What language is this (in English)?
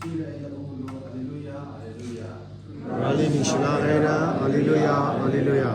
Tangkhul Naga (India)